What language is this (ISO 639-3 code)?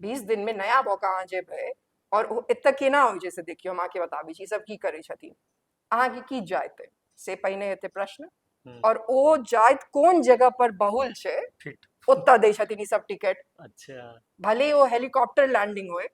mai